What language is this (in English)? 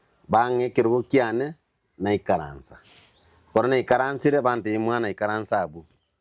Gusii